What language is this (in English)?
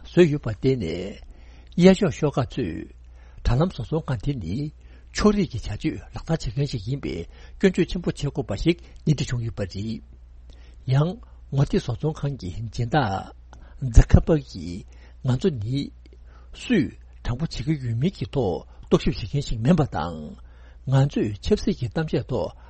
Tibetan